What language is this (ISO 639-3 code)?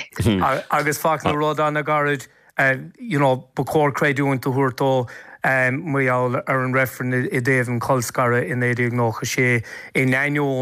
gle